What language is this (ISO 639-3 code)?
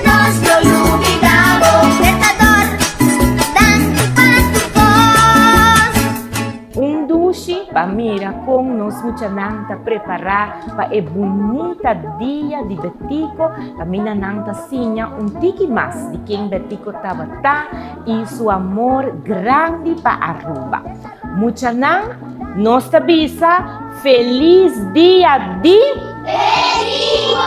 pap